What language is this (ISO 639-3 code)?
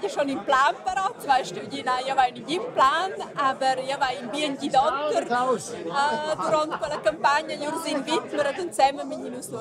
roh